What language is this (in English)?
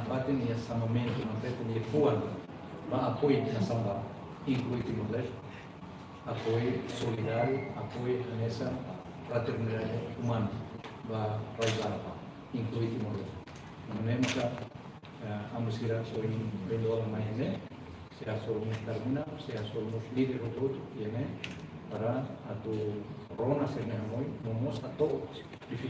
Tetum